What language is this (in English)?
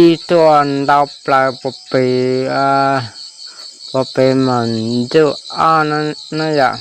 Hmong